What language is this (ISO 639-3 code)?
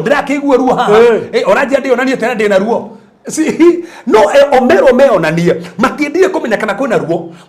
kik